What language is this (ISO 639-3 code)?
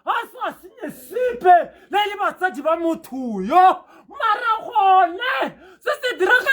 tsn